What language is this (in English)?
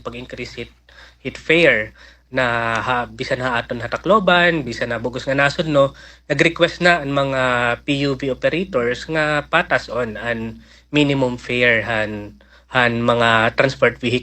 Waray